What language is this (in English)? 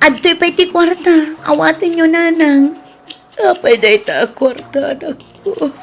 Iloko